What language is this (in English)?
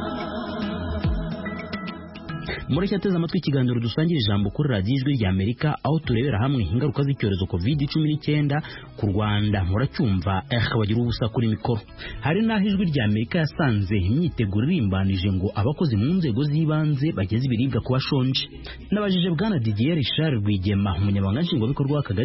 Kinyarwanda